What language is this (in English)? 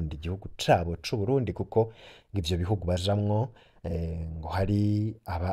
Rundi